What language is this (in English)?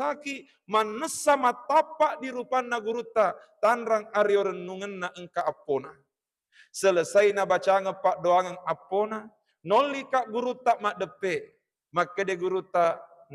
Buginese